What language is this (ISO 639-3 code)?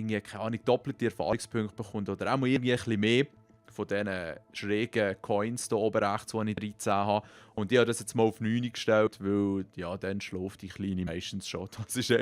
gsw